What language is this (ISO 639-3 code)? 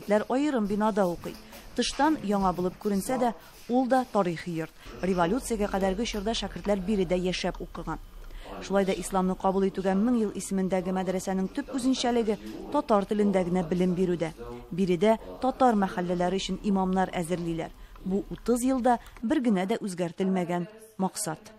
tat